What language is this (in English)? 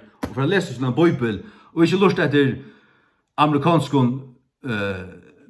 Faroese